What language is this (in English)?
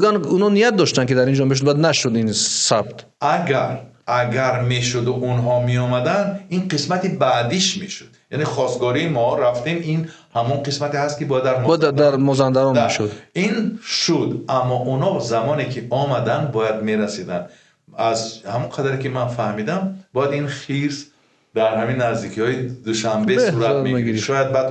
Tajik